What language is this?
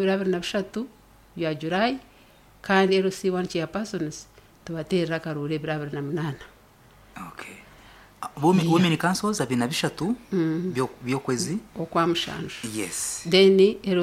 Nyankole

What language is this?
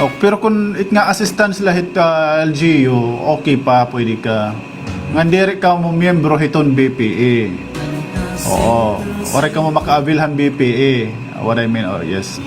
Waray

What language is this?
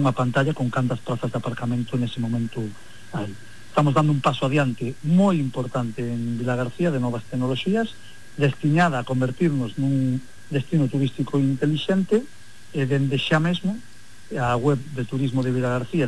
Galician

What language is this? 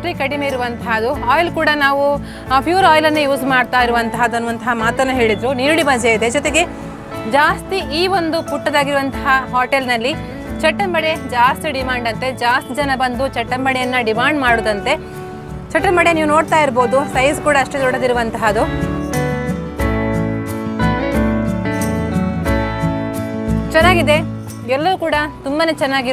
Kannada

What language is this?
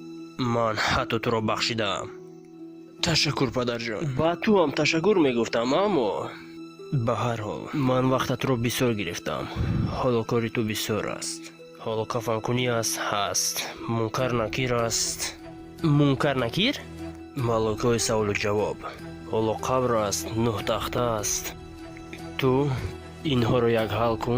Tajik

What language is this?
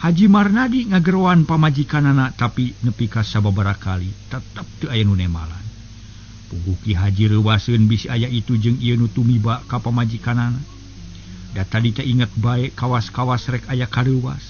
Sundanese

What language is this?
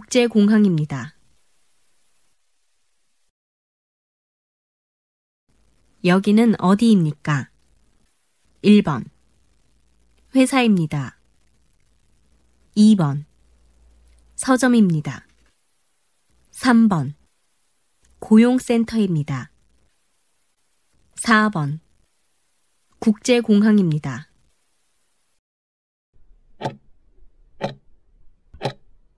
Korean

